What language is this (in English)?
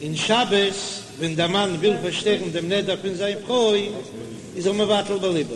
Yiddish